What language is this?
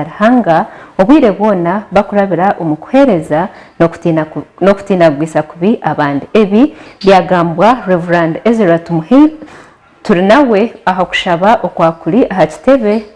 Nyankole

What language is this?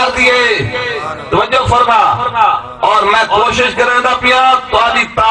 Saraiki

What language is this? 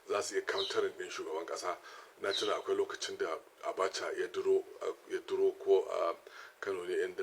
Hausa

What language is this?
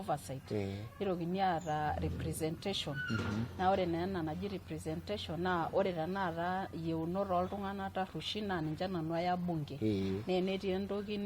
Masai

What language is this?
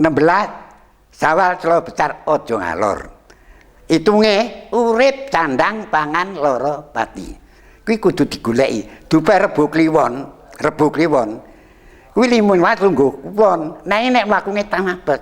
Javanese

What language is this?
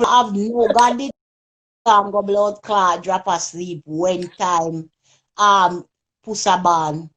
Jamaican Creole English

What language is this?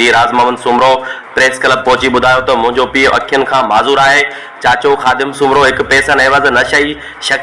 Sindhi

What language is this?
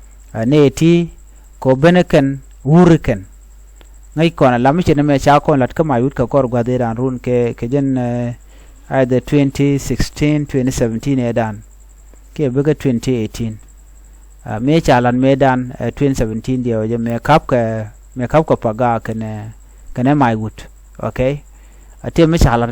Nuer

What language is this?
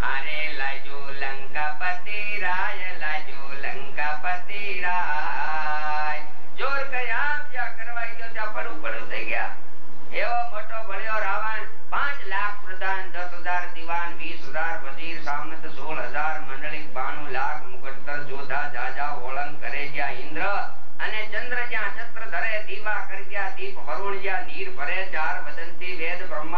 Gujarati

